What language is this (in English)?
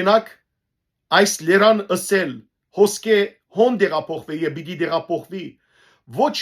Western Armenian